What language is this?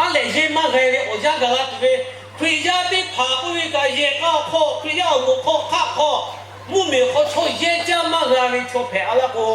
Lahu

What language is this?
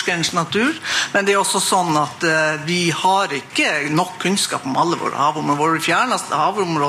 Norwegian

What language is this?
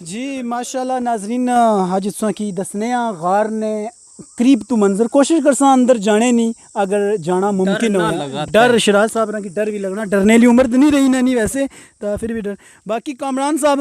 Pahari-Potwari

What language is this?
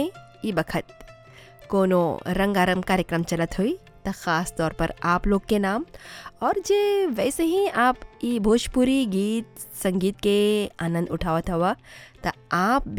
Bhojpuri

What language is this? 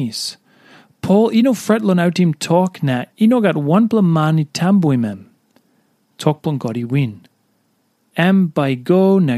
Tok Pisin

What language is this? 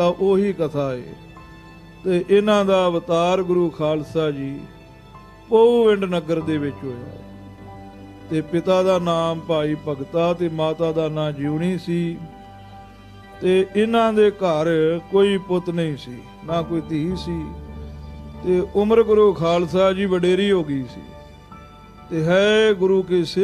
Punjabi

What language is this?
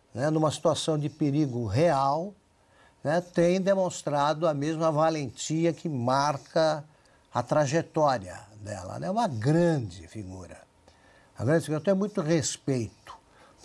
Portuguese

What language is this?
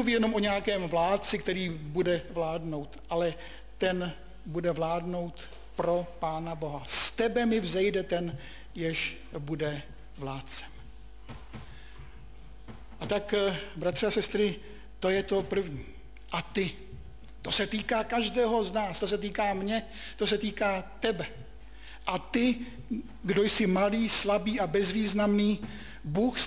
Czech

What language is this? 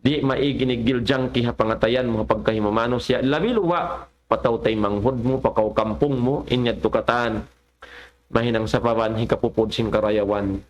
Tausug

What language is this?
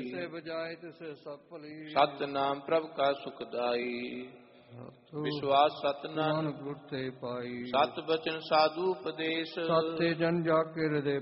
Punjabi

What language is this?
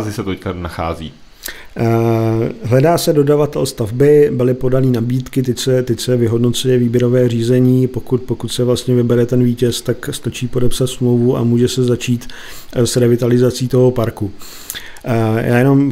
Czech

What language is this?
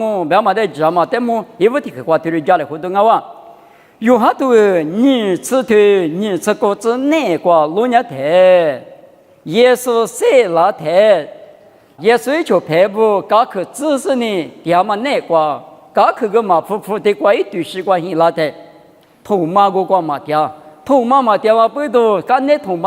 Lisu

